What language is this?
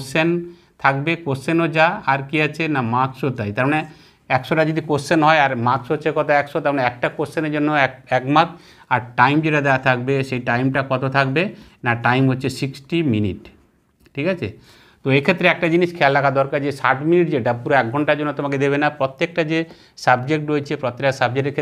Bangla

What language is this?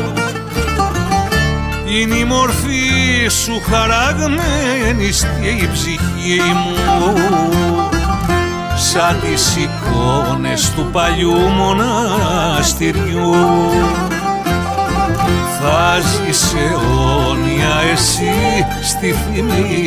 Greek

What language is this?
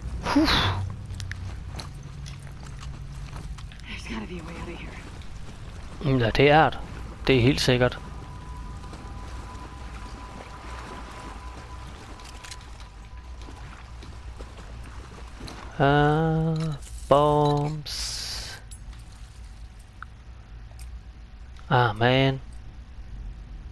Danish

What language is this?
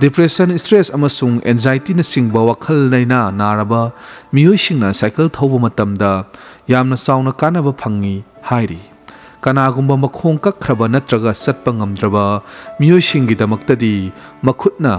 Manipuri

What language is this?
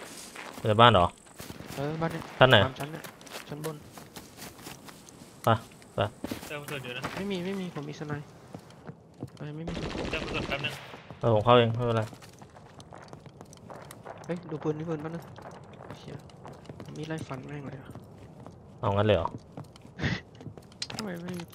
Thai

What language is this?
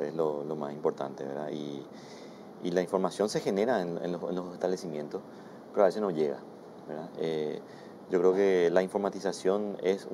Spanish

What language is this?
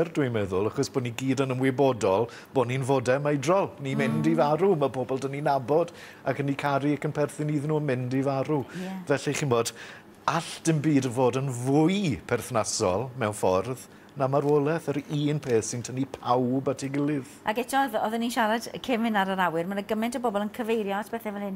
Welsh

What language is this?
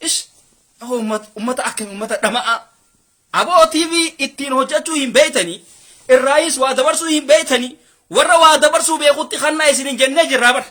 Oromo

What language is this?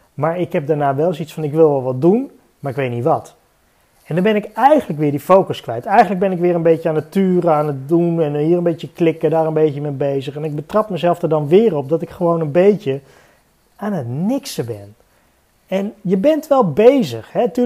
Dutch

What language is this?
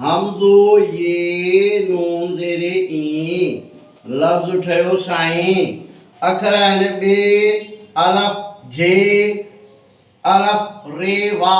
Sindhi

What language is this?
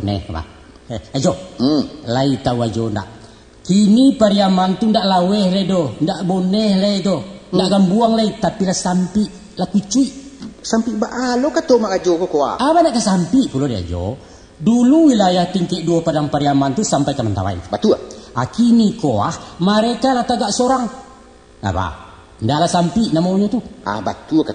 Minangkabau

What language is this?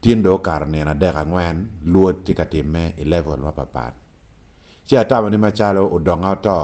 Acoli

